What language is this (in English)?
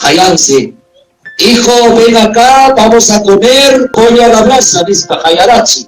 Ayacucho Quechua